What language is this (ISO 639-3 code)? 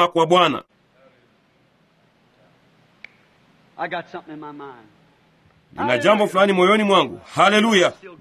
swa